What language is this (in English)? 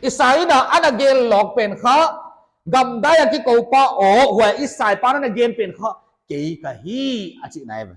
Paite Chin